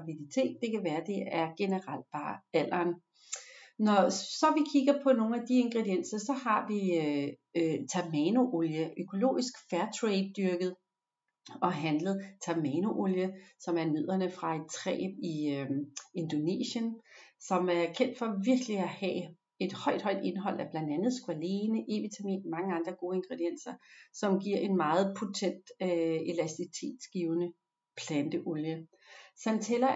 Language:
Danish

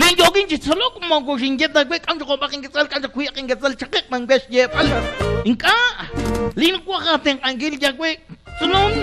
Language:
Kekchí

